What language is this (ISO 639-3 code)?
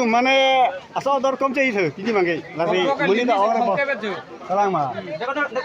mjw